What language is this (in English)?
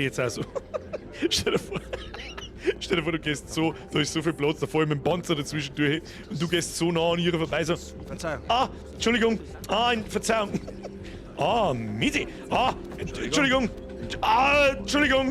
Bavarian